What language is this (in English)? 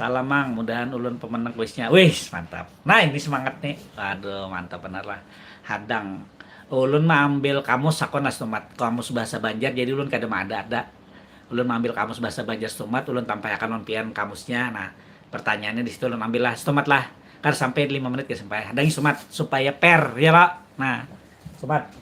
Banjar